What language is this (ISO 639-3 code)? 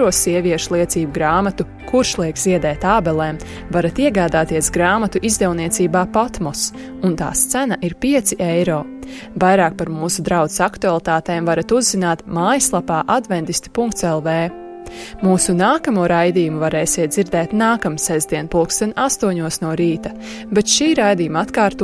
lav